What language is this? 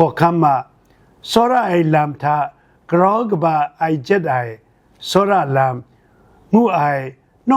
Kachin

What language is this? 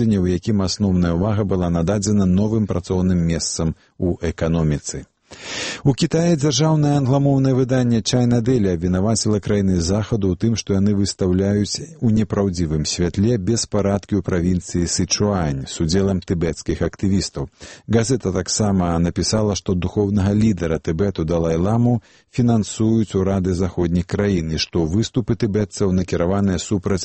Belarusian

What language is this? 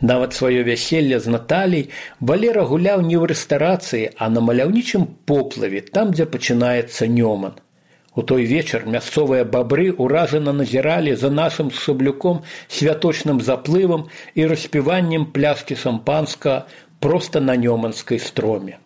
Belarusian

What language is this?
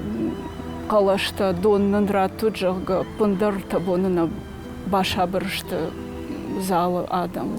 Ossetic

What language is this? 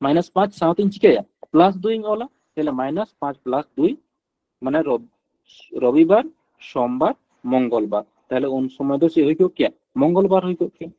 Santali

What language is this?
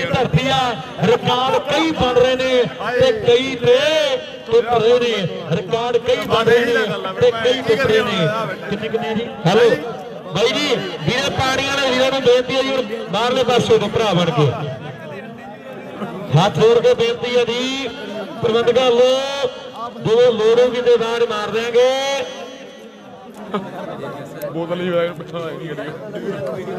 Punjabi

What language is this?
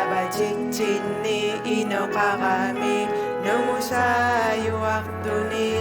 Kalaallisut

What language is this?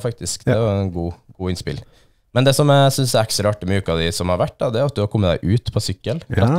Norwegian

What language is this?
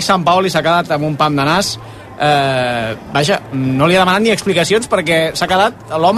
Catalan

